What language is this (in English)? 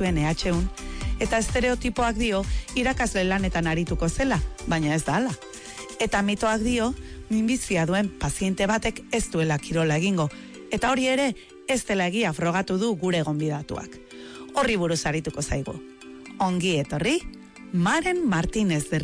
Basque